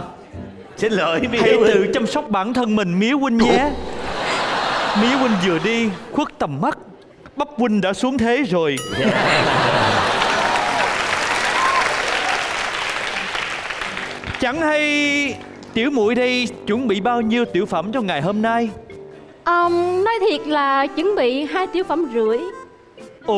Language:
Vietnamese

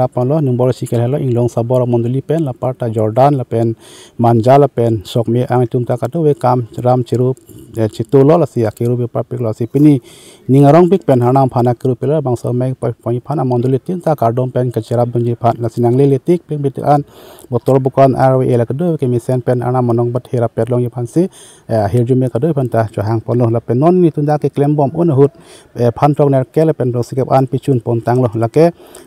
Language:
Karbi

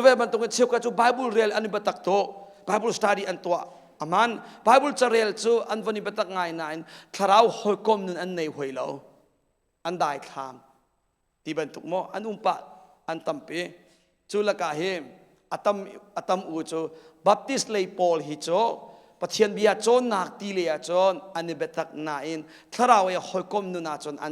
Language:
Hakha Chin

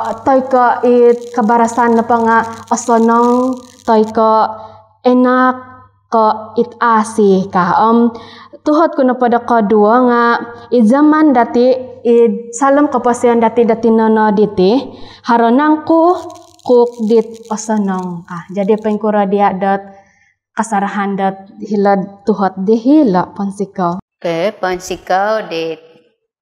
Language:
Central Dusun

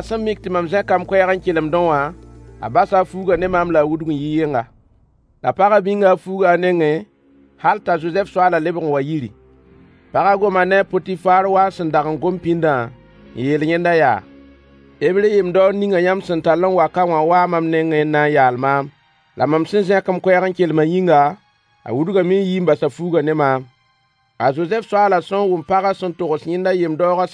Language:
Mossi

